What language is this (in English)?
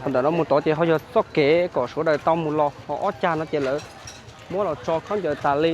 Hmong